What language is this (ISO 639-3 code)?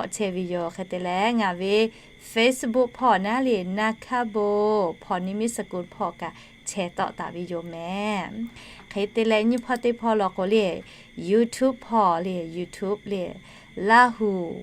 lhu